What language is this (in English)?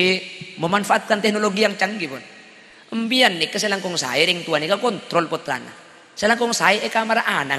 Madurese